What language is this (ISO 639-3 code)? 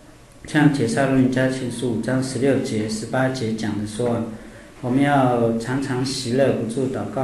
zho